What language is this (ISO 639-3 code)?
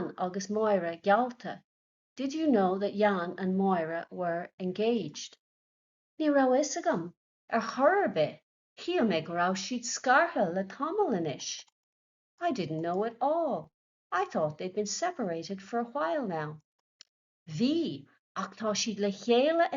gle